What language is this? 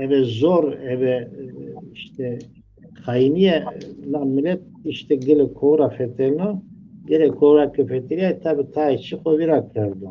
Zaza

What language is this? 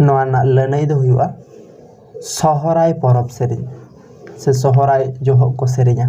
Santali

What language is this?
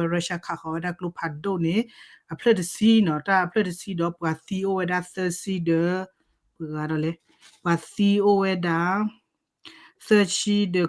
S'gaw Karen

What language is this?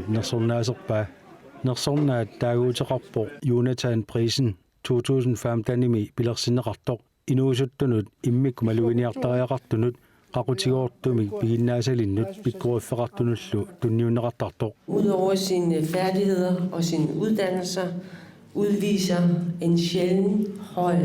Kalaallisut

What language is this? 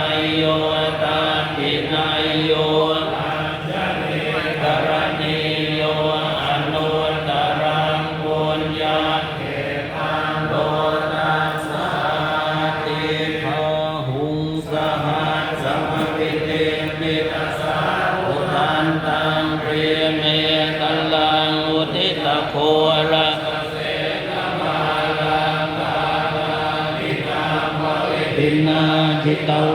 Pali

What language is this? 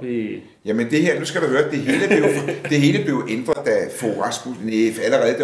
Danish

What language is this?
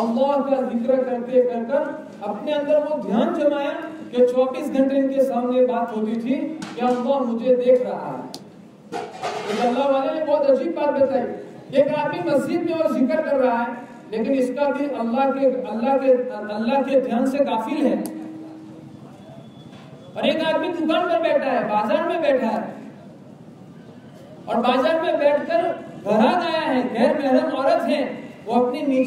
Urdu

